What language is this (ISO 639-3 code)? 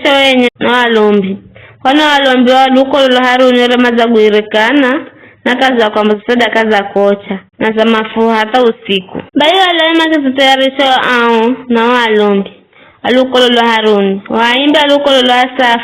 nyf